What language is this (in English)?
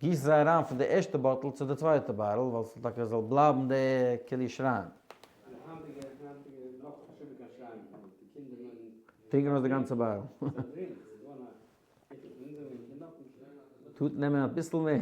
Yiddish